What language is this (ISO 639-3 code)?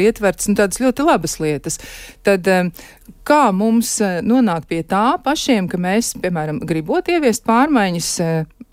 lav